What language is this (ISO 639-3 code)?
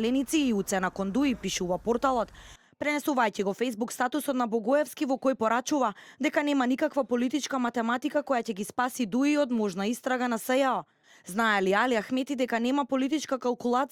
mkd